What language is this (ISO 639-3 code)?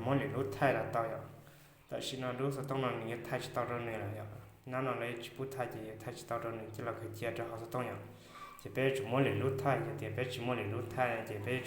hmn